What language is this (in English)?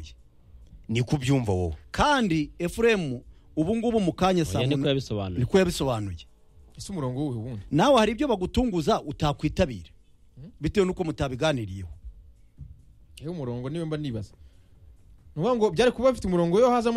Kinyarwanda